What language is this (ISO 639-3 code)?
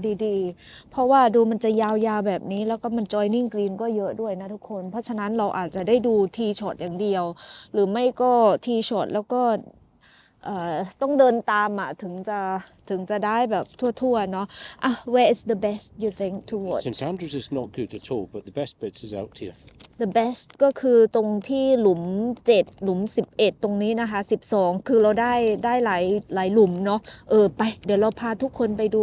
tha